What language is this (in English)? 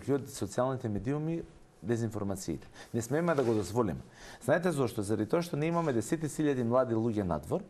Macedonian